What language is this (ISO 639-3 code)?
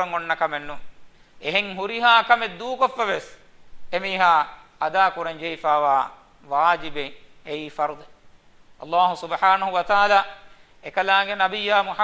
div